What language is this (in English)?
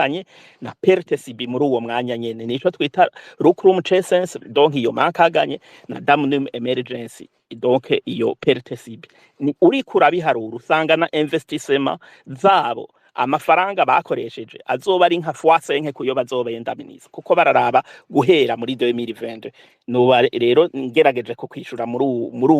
Rundi